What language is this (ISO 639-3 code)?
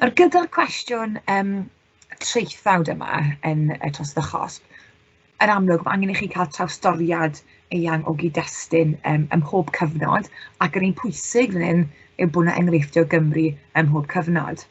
cym